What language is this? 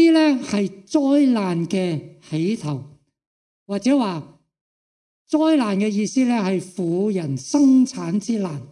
Cantonese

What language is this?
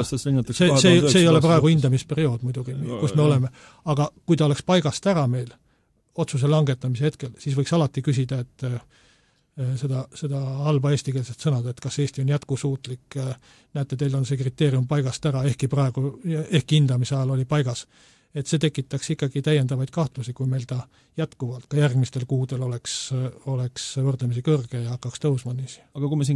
Estonian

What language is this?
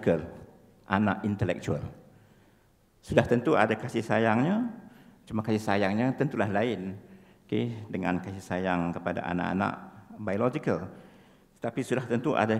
Malay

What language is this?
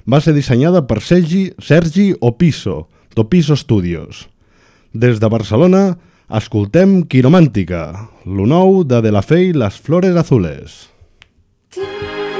Catalan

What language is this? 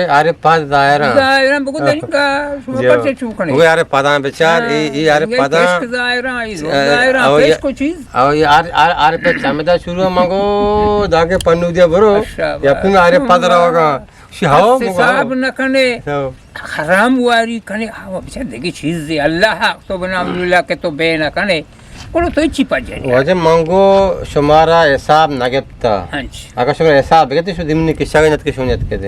Eastern Balochi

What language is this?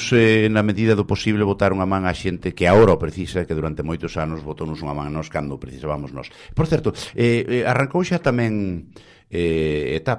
Galician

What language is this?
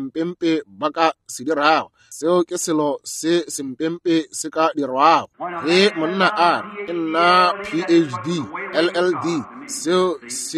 Northern Sotho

